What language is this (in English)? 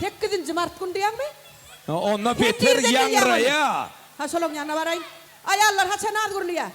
Turkmen